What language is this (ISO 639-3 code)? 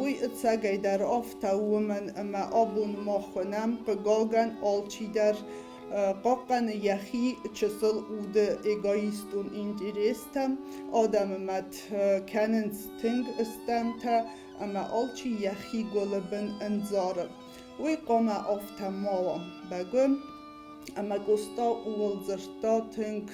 oss